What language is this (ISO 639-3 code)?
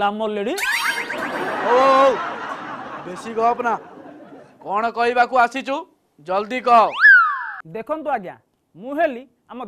ori